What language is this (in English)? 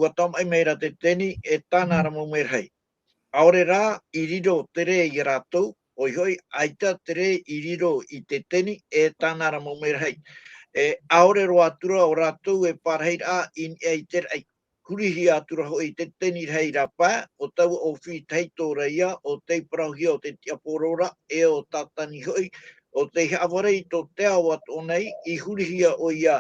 Tahitian